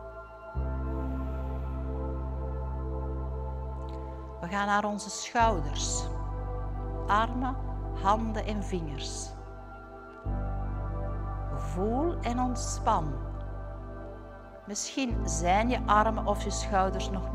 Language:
Dutch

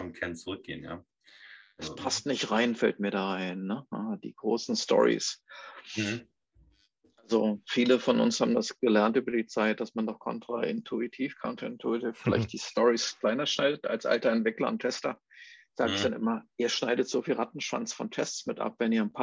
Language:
German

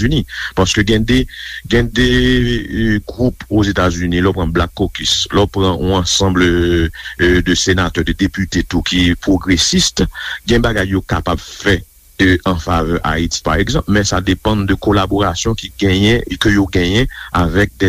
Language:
Haitian Creole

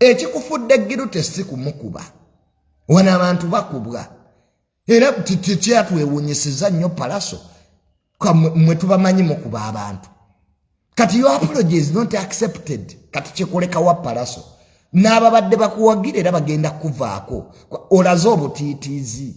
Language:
Ganda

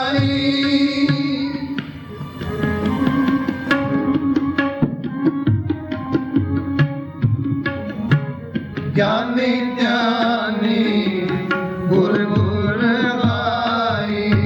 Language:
Punjabi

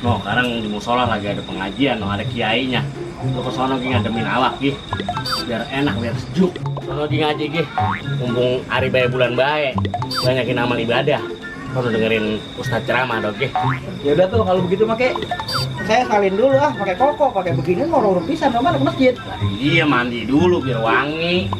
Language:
Betawi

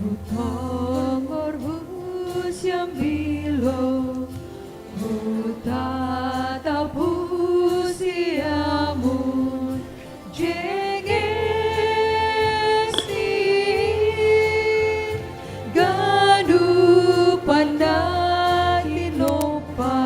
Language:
Batak Simalungun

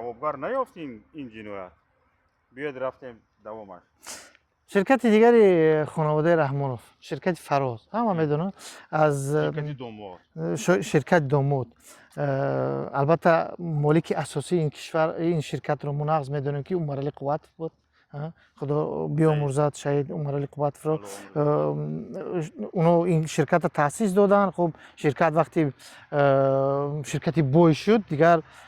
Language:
Tajik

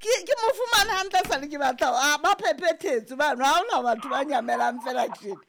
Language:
Southern Sotho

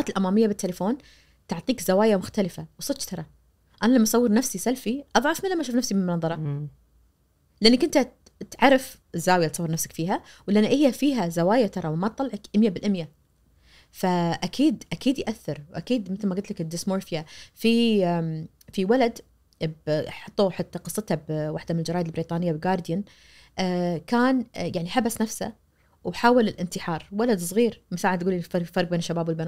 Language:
Najdi Arabic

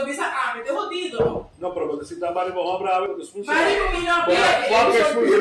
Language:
Papiamento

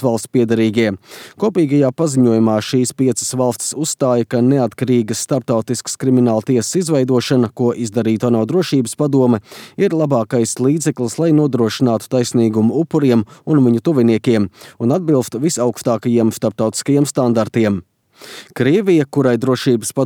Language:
Latvian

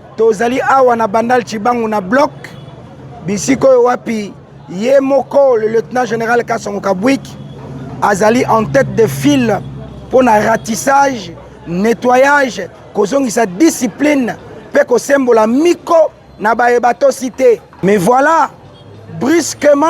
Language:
Lingala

